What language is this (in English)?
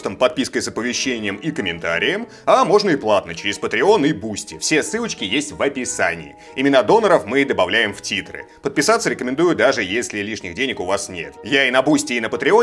Russian